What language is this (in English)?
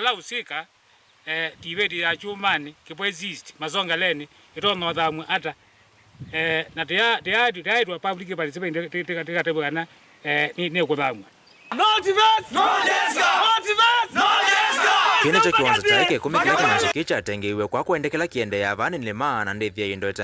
Kamba